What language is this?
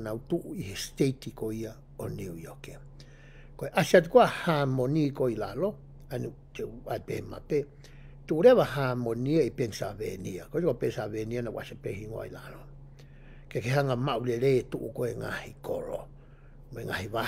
Tongan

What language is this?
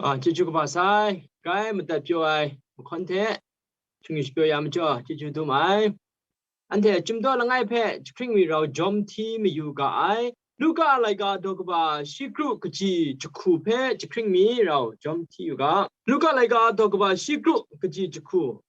Kachin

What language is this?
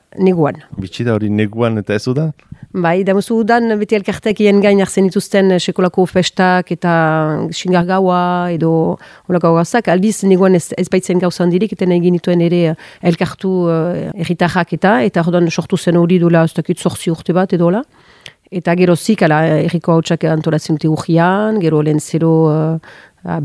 Basque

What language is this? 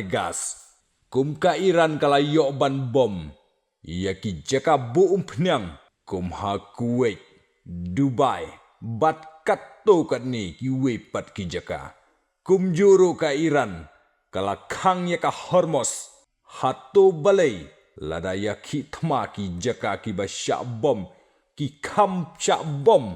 Khasi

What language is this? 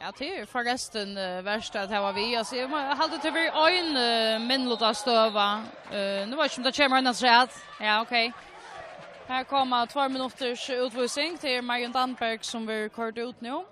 Faroese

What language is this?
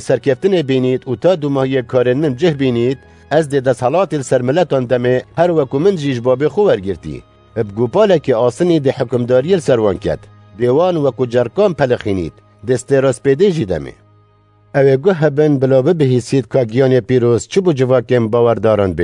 Kurdish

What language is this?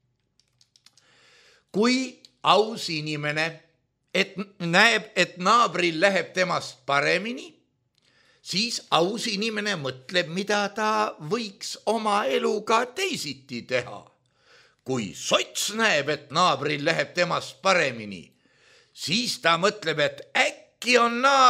Estonian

